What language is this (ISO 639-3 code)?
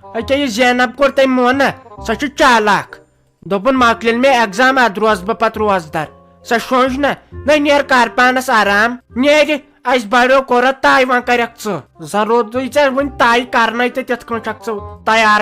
kas